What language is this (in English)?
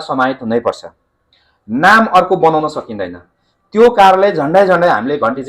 Nepali